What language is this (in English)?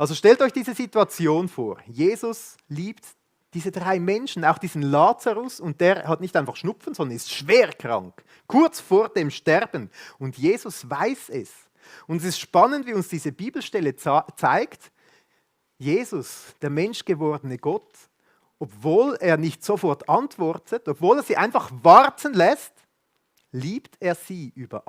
Swiss German